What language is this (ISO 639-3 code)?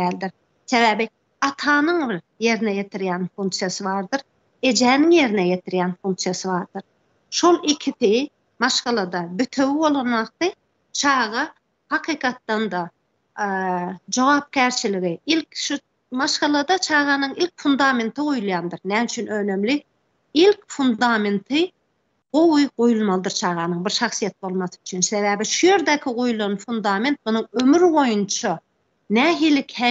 tuk